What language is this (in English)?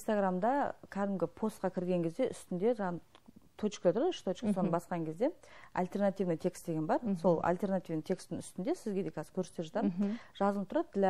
Kazakh